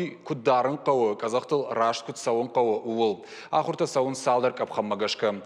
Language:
Ossetic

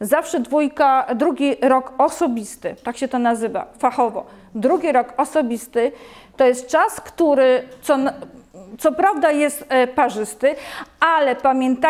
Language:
Polish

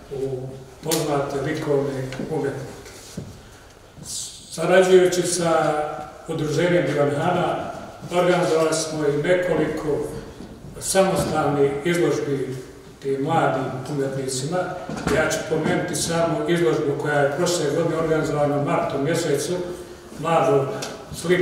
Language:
Serbian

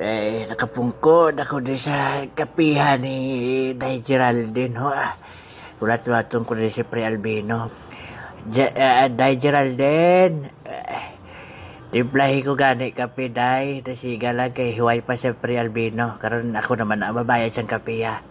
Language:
Hiligaynon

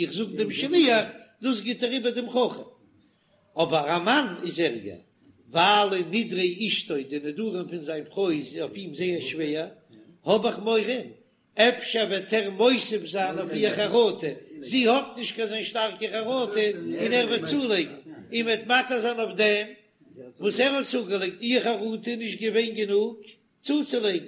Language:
Yiddish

